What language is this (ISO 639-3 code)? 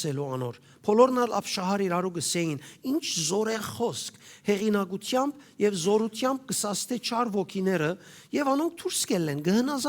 hyw